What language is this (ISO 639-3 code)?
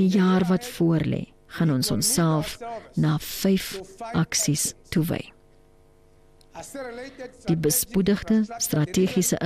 afr